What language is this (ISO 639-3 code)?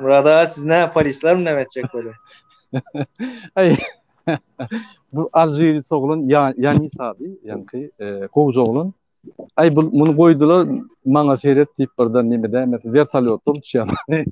tuk